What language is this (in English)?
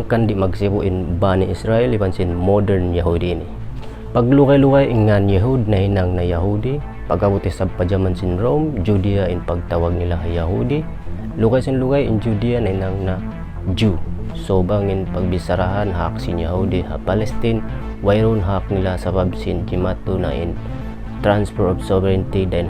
Tausug